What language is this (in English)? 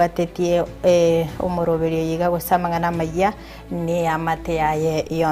Gusii